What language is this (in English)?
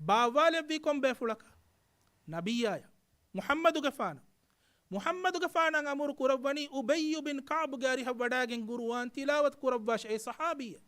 Divehi